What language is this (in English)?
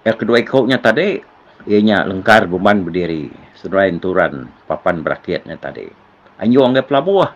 Iban